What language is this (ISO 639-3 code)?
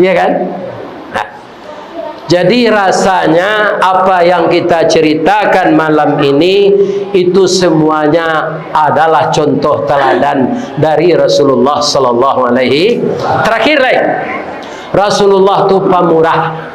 min